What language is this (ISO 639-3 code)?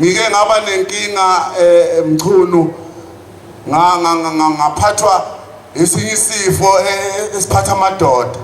zul